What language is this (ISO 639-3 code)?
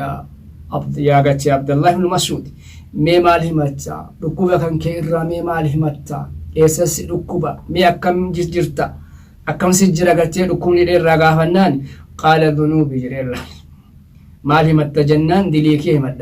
orm